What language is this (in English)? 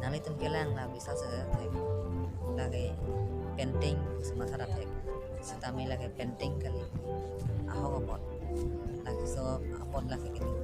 Karbi